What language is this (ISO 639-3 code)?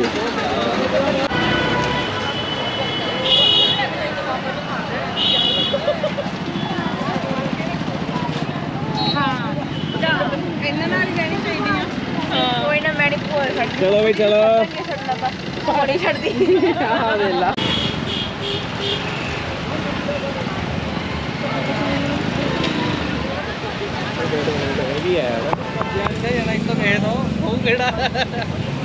pan